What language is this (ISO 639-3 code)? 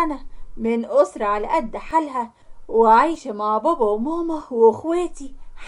arz